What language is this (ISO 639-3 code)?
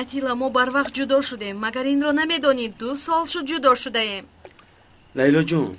tgk